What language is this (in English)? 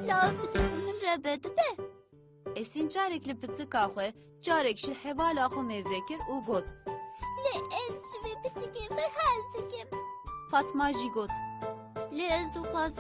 Kurdish